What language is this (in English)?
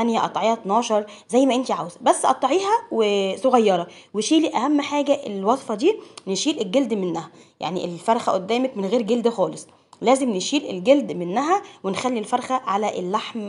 Egyptian Arabic